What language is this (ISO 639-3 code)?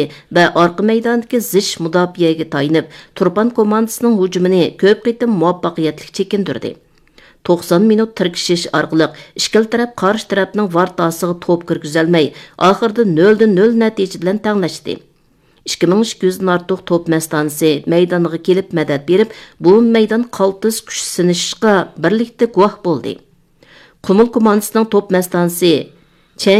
uig